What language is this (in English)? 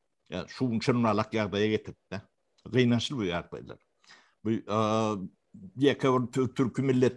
Turkmen